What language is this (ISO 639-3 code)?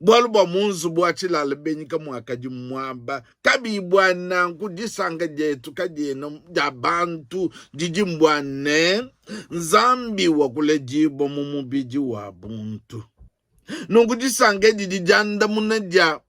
lua